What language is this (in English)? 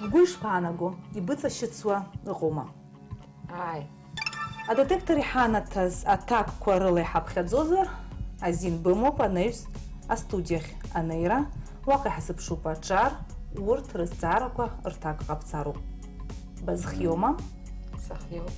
Abkhazian